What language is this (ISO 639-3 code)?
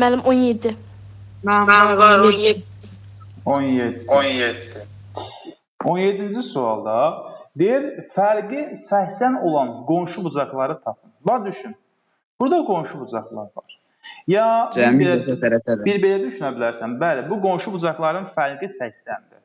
aze